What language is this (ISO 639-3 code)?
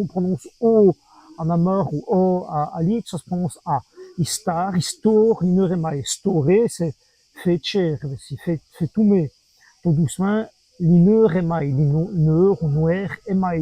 wln